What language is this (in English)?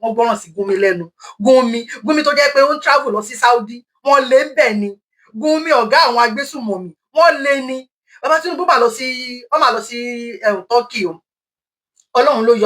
Yoruba